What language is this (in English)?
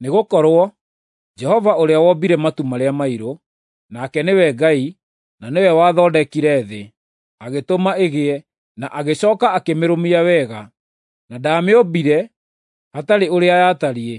Kikuyu